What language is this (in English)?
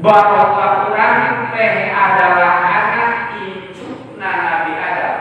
Sundanese